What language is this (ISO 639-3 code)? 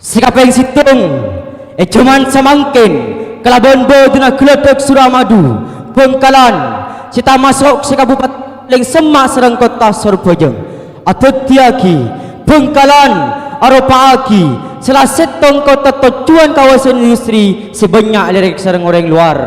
mad